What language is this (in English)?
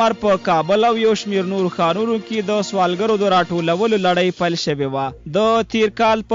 Pashto